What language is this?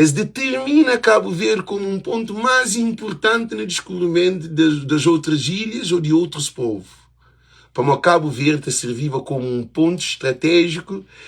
Kabuverdianu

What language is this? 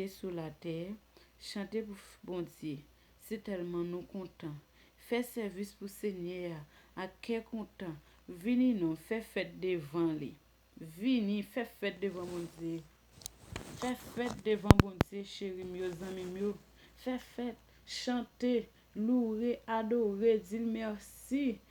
Haitian Creole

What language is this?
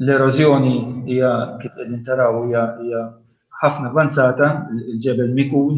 Maltese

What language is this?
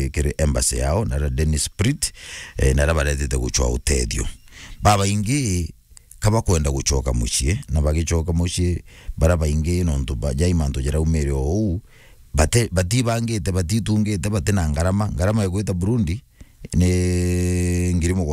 Meru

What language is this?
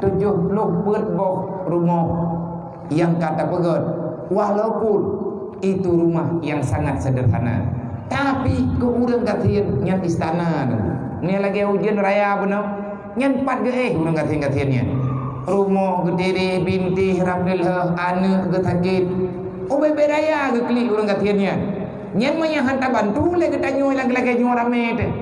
Achinese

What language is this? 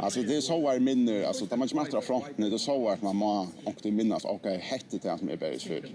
Faroese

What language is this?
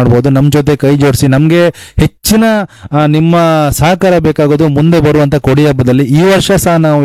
Kannada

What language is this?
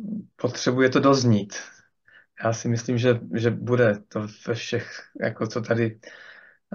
Czech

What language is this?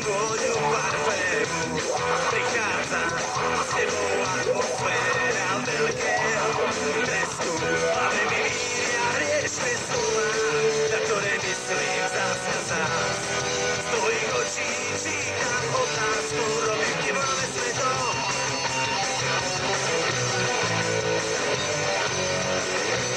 Slovak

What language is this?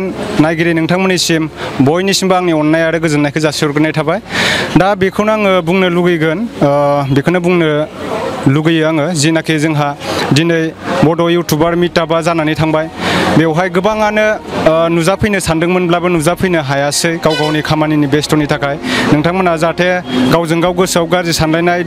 Bodo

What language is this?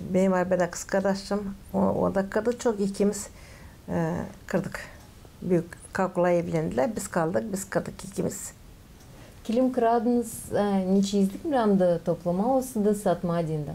Gagauz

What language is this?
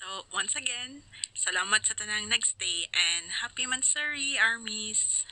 Cebuano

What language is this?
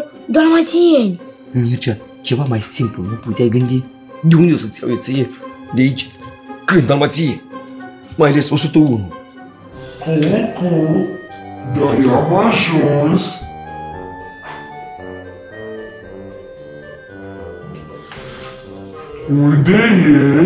Romanian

